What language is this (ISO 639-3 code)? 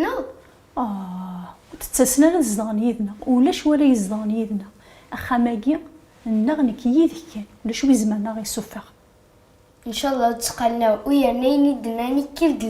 kab